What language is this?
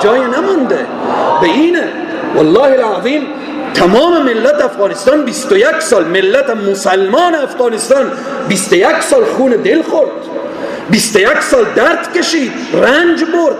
Persian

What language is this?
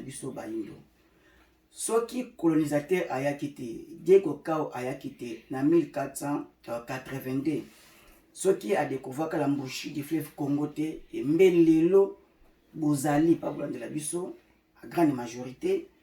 Lingala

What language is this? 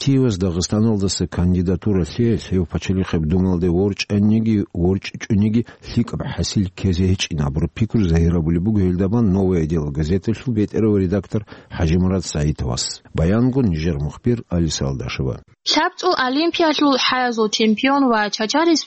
Avaric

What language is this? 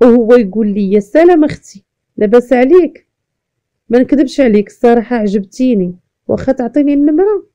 Moroccan Arabic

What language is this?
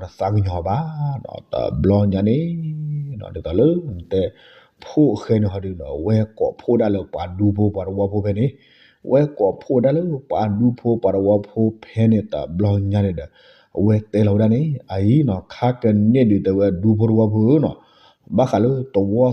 S'gaw Karen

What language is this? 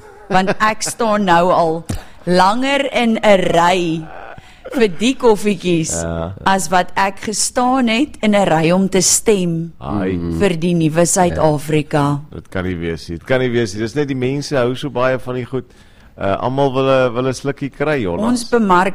Afrikaans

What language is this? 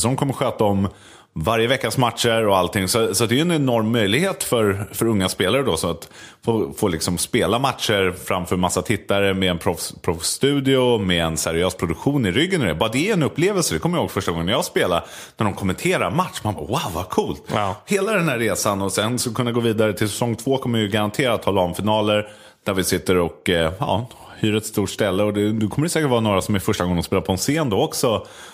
Swedish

